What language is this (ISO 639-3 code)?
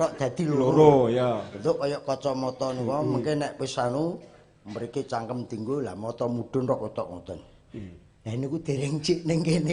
jav